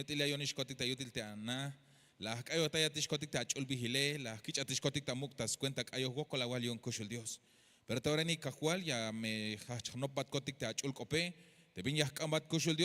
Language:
Tzeltal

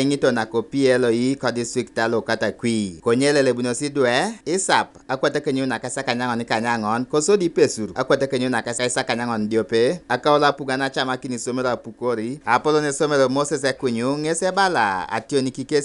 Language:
Teso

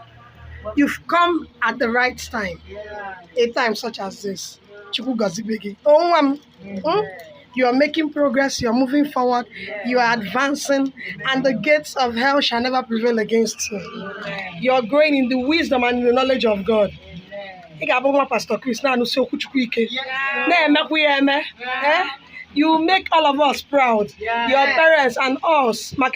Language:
Igbo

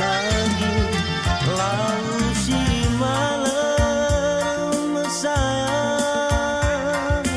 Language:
Batak Karo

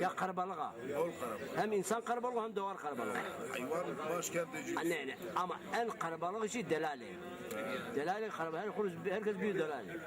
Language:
Zaza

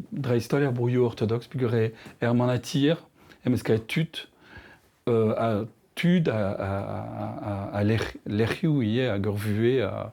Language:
Breton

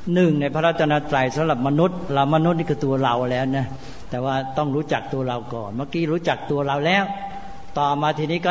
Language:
Thai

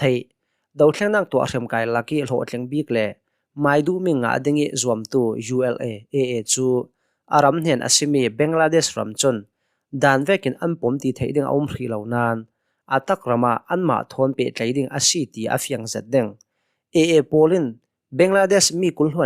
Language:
Hakha Chin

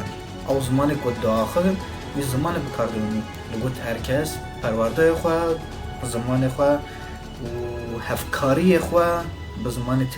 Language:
Kurdish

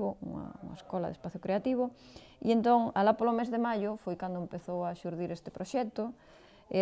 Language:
Galician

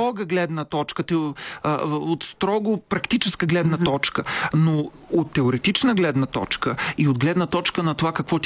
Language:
Bulgarian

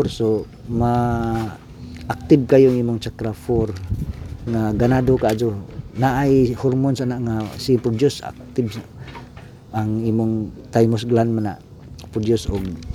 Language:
Cebuano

